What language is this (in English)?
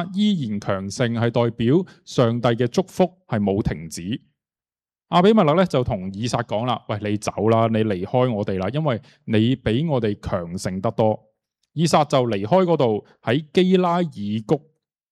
Cantonese